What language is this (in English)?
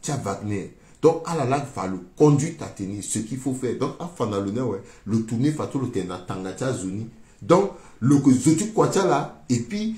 Sango